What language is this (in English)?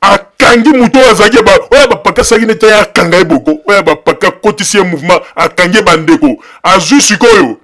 Lingala